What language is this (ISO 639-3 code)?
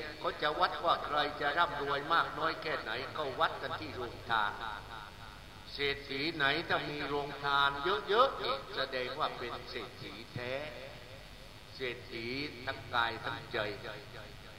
tha